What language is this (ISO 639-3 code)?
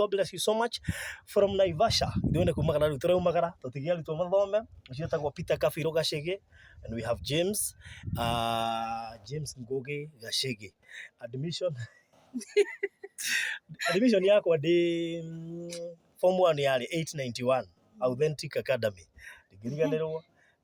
kik